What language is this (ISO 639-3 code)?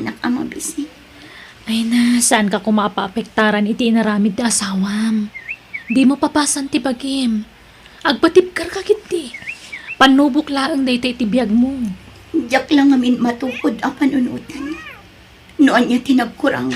ilo